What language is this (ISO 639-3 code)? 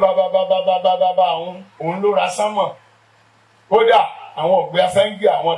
yor